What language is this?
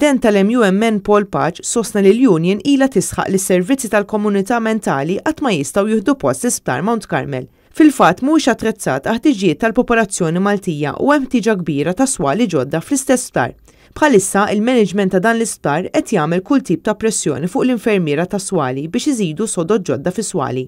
Maltese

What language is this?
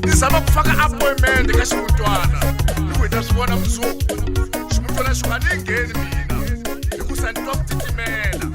Tsonga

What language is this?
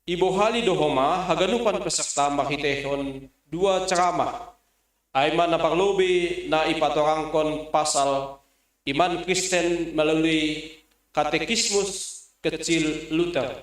Batak Simalungun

